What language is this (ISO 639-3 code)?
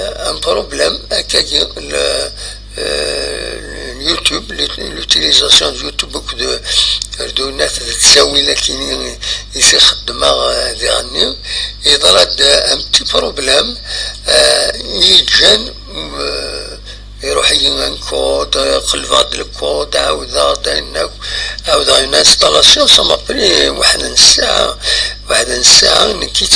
kab